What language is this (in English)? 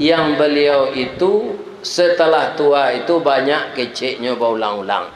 Minangkabau